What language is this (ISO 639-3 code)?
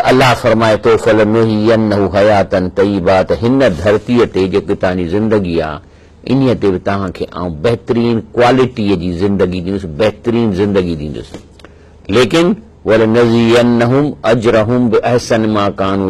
snd